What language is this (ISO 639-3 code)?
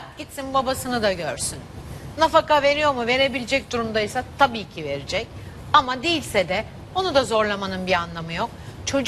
tur